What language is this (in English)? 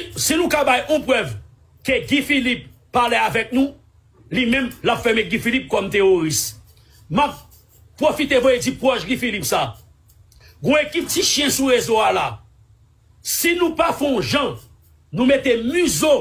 Haitian Creole